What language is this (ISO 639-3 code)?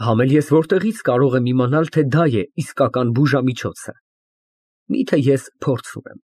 hye